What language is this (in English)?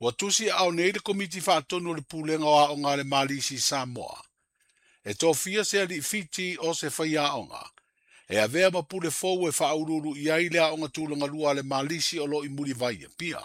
Samoan